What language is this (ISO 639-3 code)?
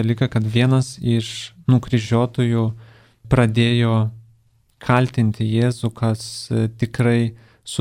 lit